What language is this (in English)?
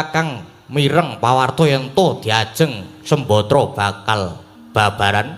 Javanese